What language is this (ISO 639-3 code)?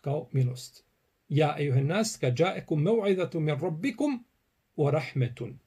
bos